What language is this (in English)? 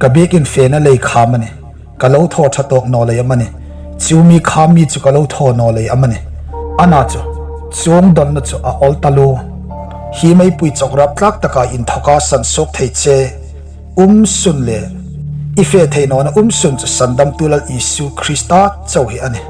Hmar